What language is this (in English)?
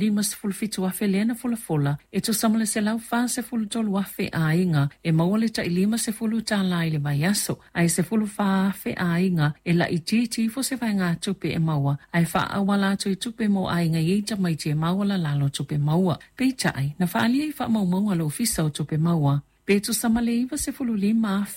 Samoan